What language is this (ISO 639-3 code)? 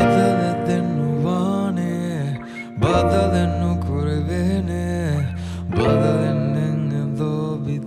div